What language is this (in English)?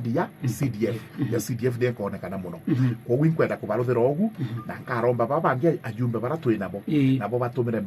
Meru